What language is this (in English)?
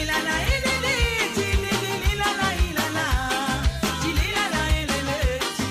Morisyen